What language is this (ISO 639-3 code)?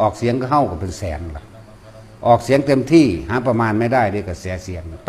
tts